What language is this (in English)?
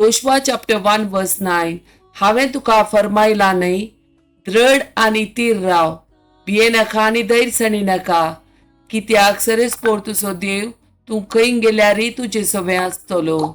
Konkani